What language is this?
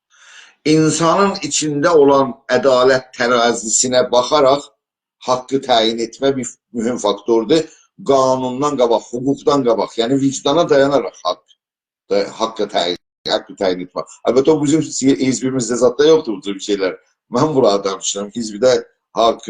South Azerbaijani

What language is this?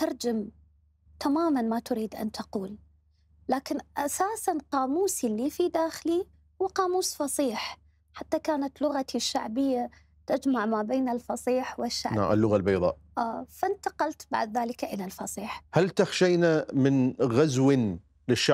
Mesopotamian Arabic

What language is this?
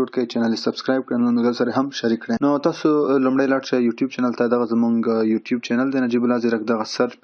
Pashto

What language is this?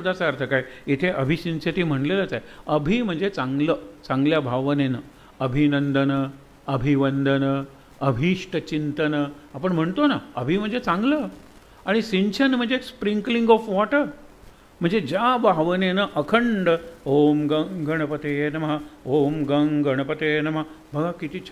Marathi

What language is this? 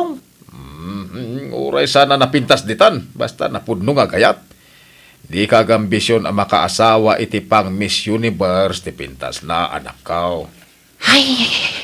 Iloko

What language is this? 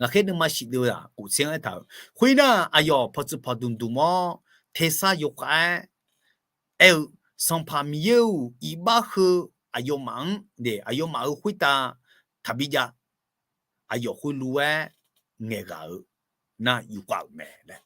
Akha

